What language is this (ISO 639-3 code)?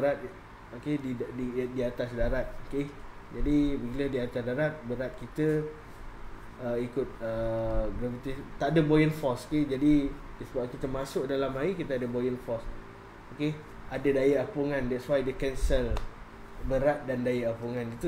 msa